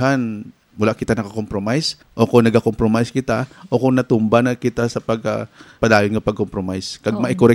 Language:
Hiligaynon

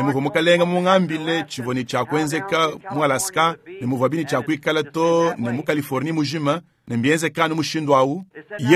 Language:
Luba-Lulua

